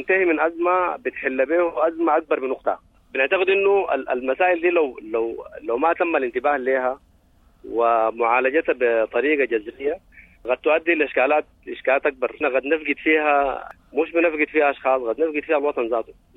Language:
Sudanese Arabic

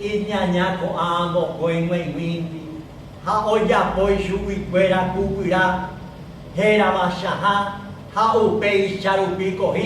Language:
Guarani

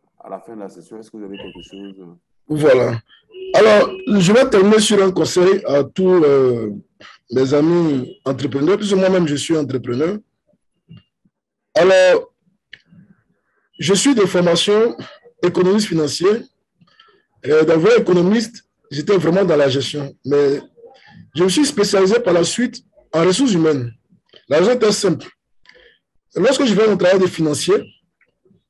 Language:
French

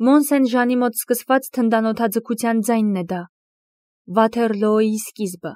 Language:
Armenian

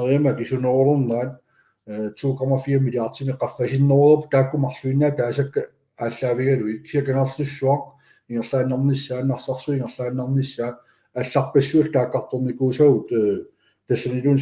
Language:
Kalaallisut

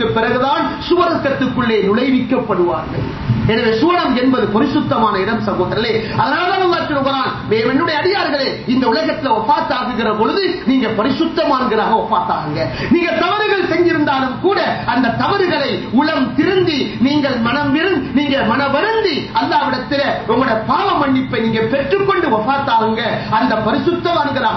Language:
Tamil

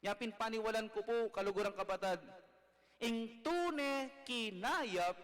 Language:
Pampanga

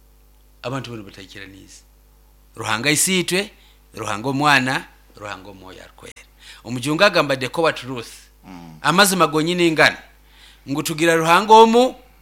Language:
Nyoro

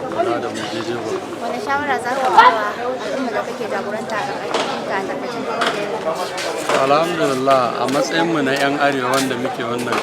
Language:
Hausa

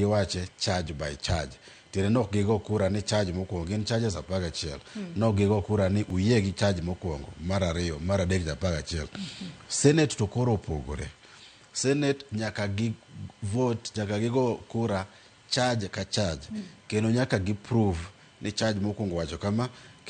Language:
Luo (Kenya and Tanzania)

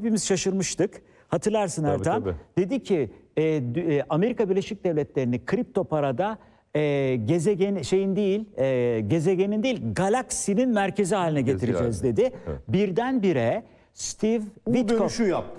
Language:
Turkish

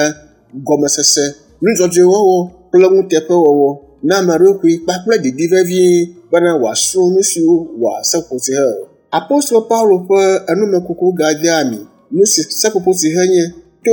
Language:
Ewe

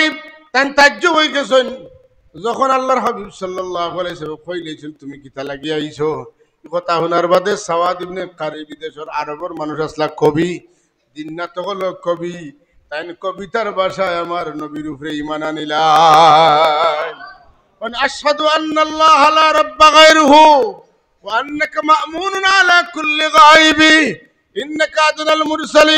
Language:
Sylheti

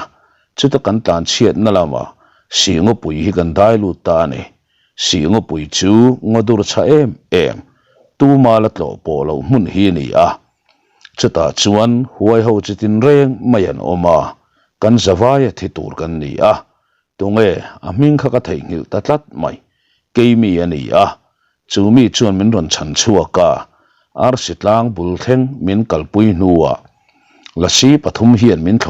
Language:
Mizo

